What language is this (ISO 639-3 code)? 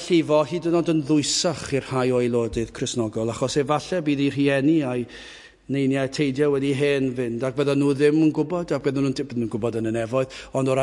cym